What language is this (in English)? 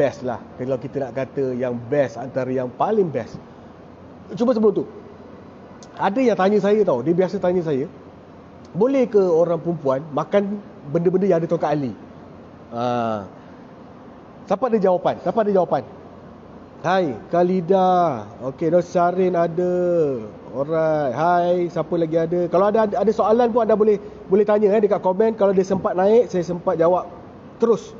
Malay